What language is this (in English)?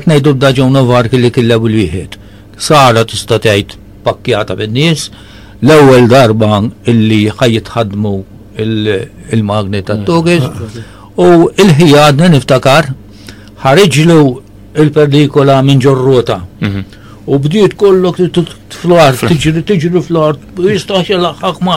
Maltese